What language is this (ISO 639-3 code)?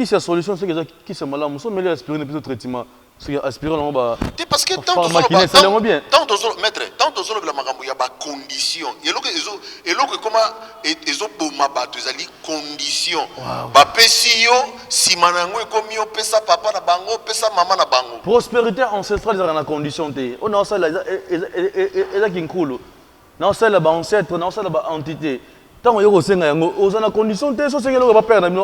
lin